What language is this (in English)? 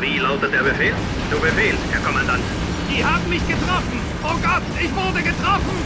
Bavarian